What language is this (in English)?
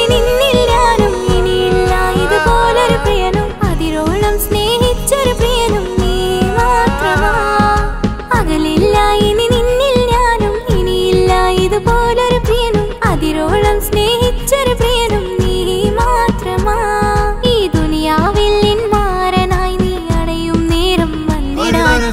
Malayalam